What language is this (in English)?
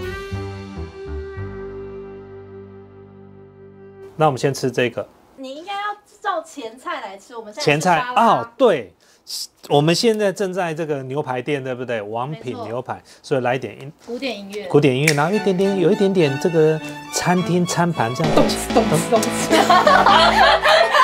Chinese